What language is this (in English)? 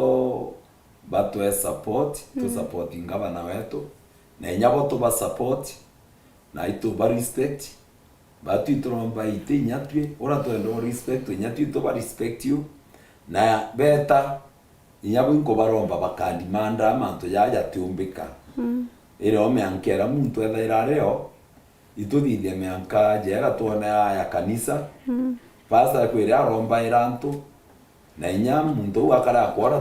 Meru